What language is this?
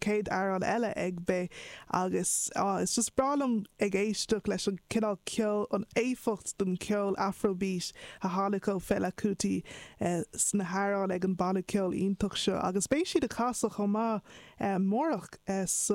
Irish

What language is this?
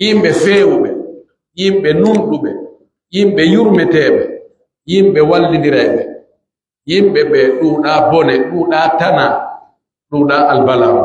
Pular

